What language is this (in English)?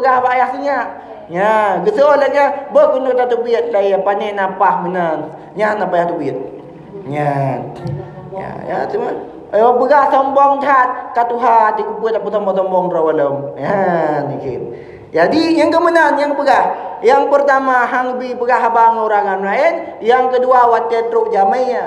Achinese